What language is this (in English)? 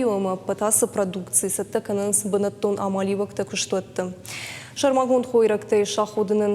Ossetic